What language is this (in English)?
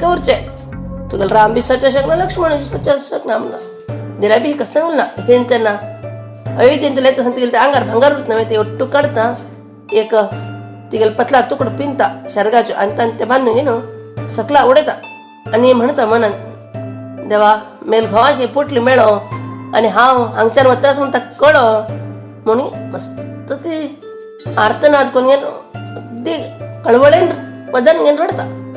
Konkani